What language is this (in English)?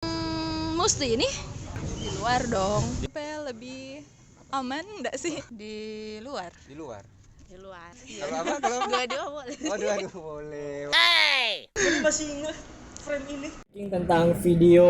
Manado Malay